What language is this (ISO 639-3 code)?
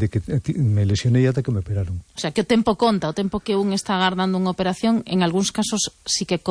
glg